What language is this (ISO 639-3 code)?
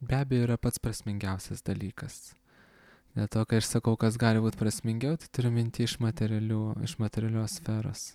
lit